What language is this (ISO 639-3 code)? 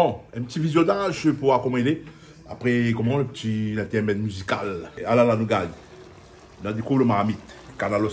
rcf